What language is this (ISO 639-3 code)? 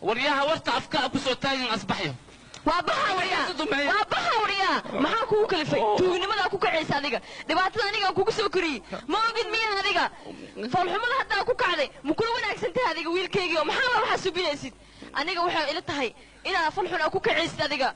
som